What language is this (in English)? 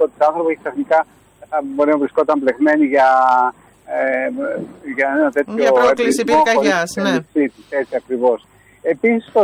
Greek